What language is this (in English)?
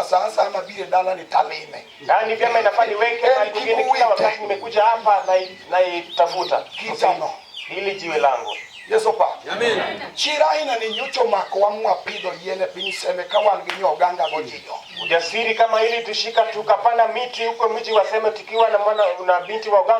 Luo (Kenya and Tanzania)